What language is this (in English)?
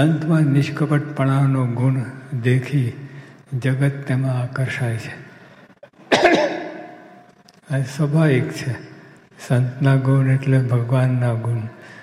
Gujarati